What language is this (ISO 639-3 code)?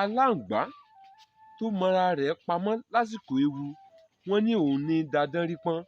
yor